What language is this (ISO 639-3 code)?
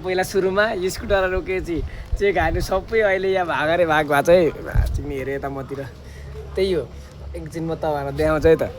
nep